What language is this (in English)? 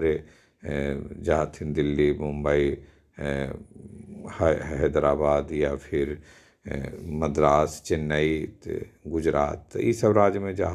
Magahi